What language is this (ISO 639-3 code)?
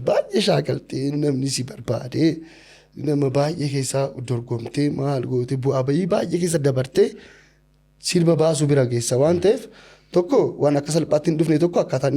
orm